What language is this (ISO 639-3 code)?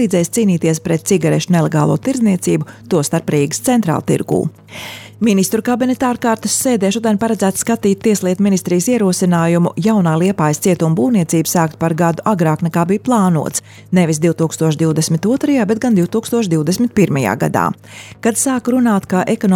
lav